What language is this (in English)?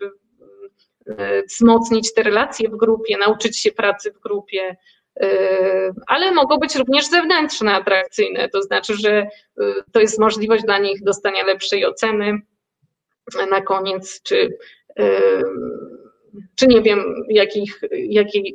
Polish